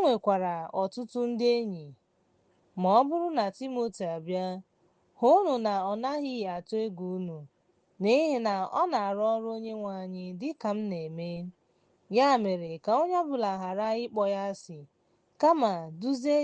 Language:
Igbo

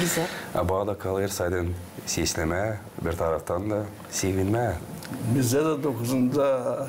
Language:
Gagauz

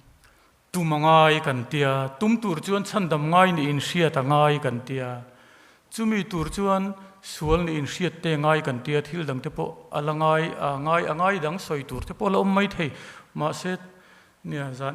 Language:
Mizo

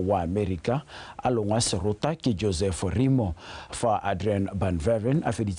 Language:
Tswana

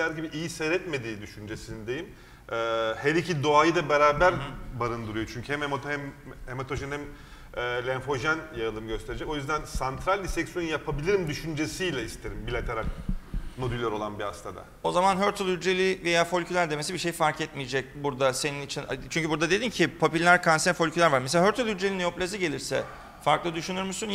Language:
Turkish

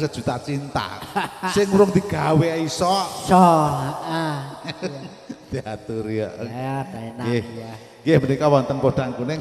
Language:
Javanese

